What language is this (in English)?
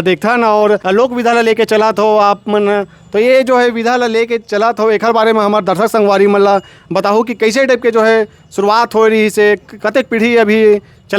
Chhattisgarhi